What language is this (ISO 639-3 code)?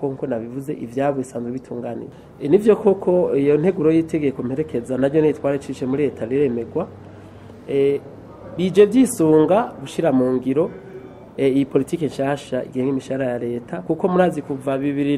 run